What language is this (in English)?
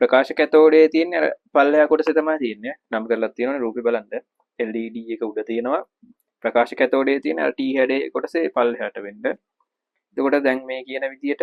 Sinhala